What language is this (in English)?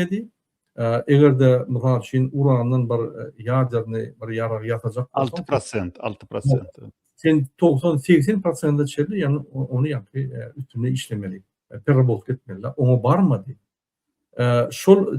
Turkmen